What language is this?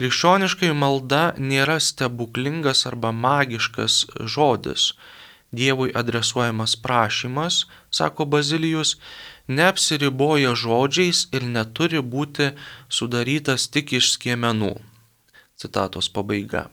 Lithuanian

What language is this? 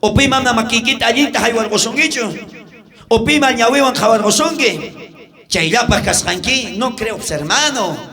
South Bolivian Quechua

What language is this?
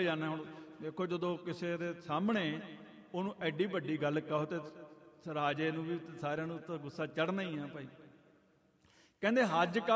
Punjabi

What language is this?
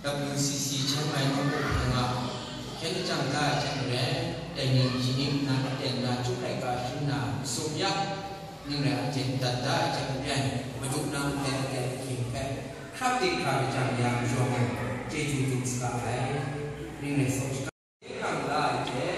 Kachin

